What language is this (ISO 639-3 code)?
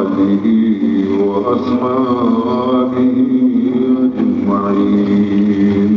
bal